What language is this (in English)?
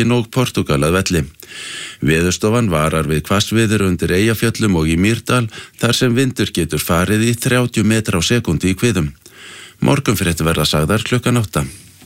Icelandic